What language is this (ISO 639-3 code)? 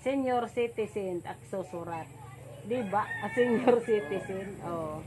war